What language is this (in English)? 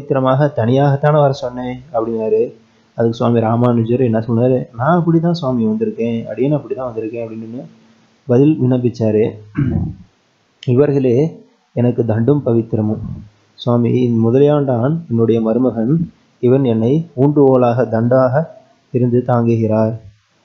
Tamil